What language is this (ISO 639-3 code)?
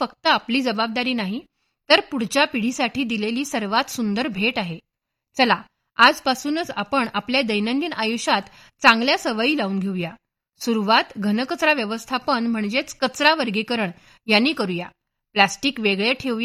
mar